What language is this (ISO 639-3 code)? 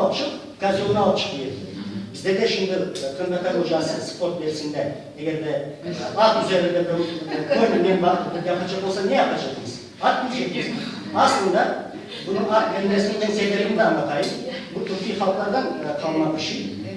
crh